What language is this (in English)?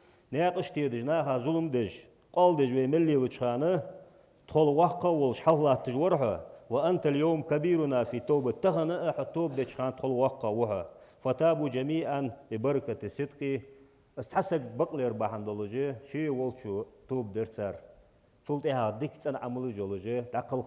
Ingush